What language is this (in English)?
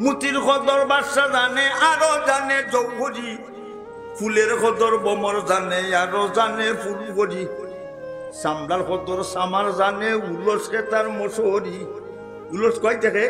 Sylheti